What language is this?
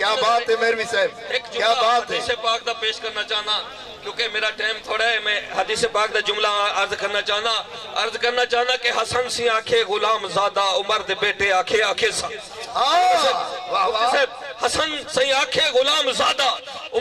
Saraiki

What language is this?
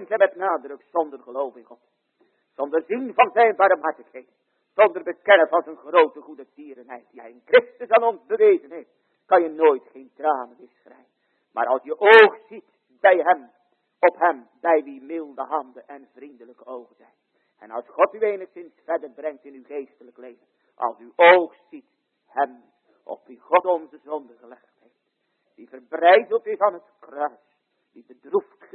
Dutch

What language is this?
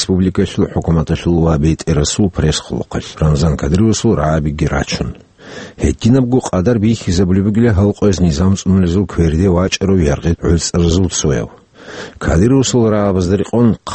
Avaric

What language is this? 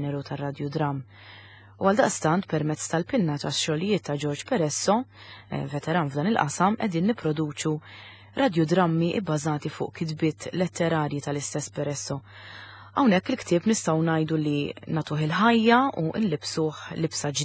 Maltese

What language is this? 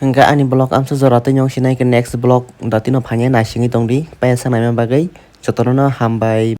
Kok Borok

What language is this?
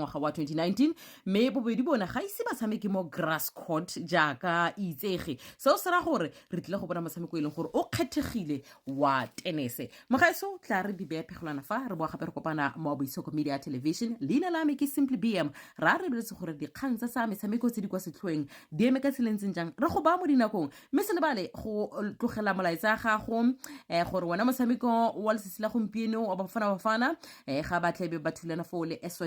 Tswana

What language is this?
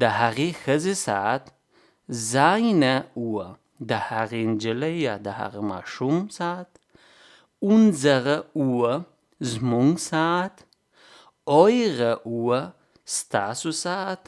Pashto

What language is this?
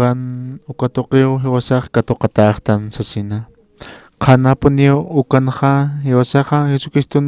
Aymara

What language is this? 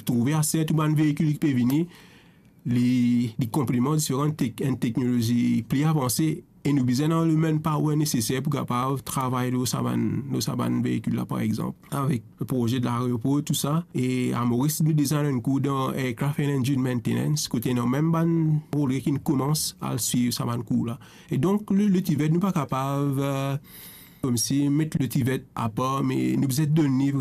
Morisyen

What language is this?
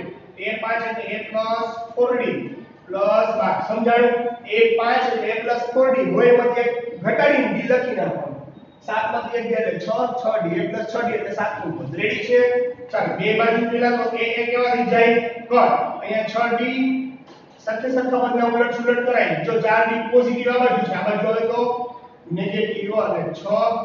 Gujarati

